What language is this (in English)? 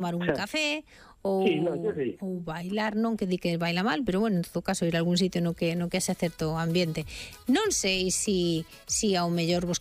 Galician